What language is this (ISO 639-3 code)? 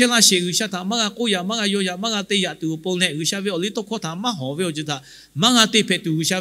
lhu